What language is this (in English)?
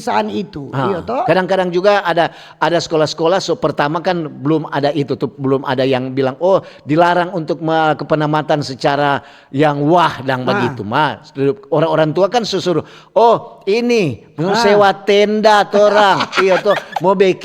Manado Malay